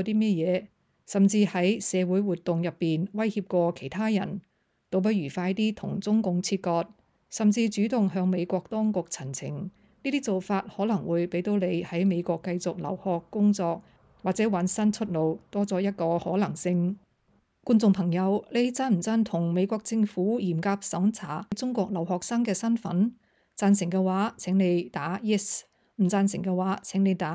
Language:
Cantonese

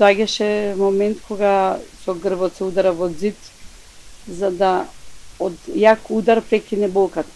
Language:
Macedonian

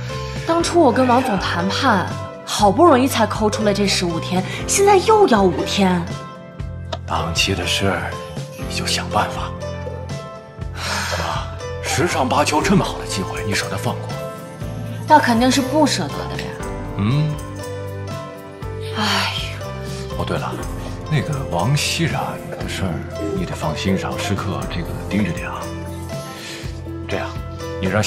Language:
Chinese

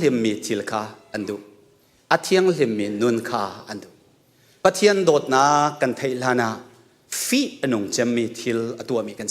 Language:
Hakha Chin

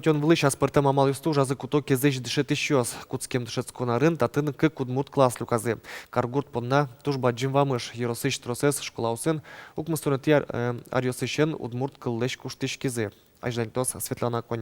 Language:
Udmurt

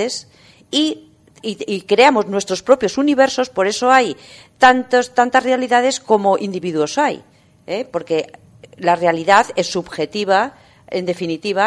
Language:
Spanish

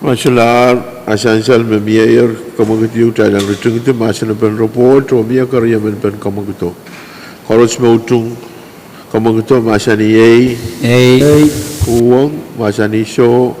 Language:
Pohnpeian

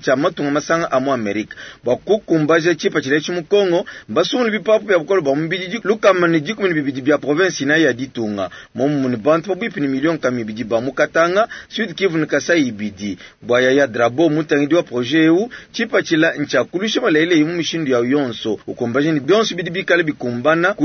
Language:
Luba-Lulua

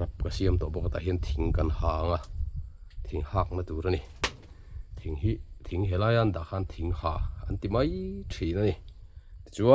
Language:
Mizo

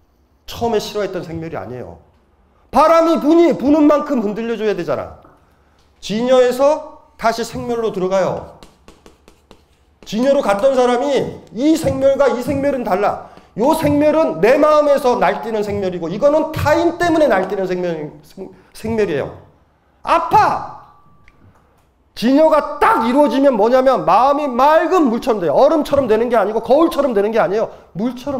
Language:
Korean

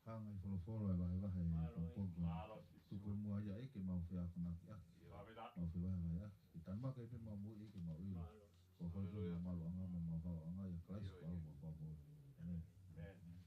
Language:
Tongan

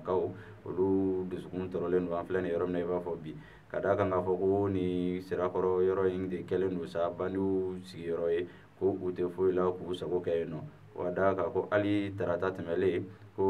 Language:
Bambara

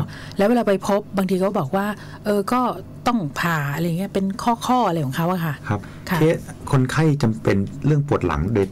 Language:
Thai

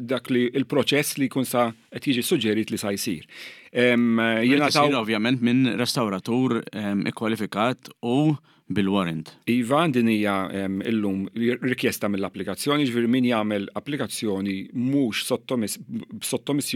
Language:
Maltese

